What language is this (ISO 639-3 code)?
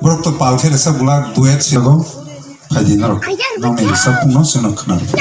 trp